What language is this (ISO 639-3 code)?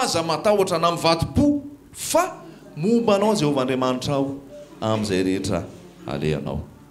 mlg